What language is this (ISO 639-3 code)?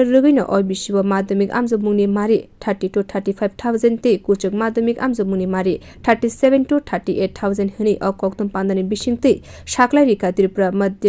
trp